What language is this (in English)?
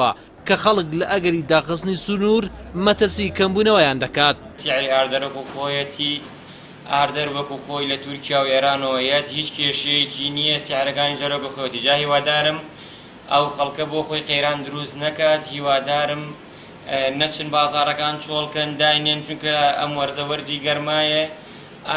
Central Kurdish